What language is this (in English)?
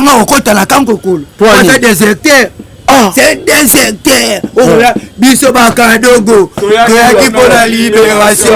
Lingala